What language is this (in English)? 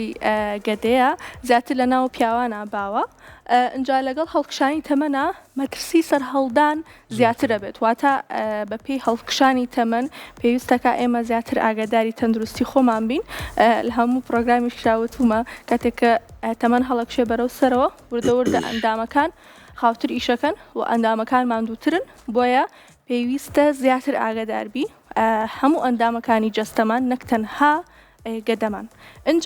Central Kurdish